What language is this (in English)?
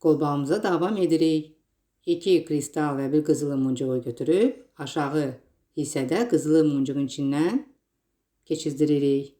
Azerbaijani